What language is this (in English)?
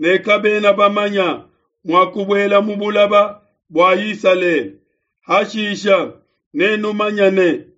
Luba-Lulua